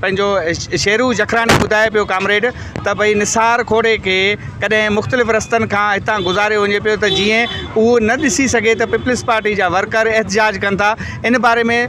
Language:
Sindhi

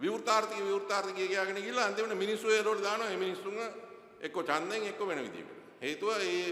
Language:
Sinhala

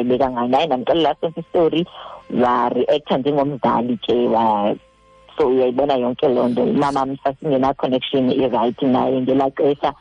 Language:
Xhosa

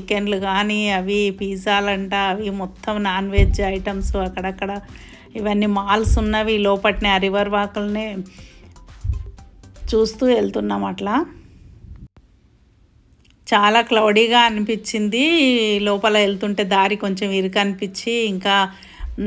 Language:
Telugu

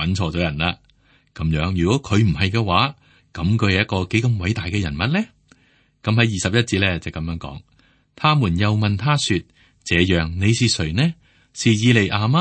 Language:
Cantonese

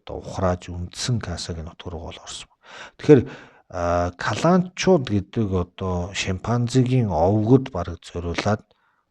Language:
Mongolian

